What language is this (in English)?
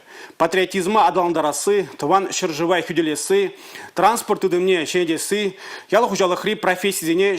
Chuvash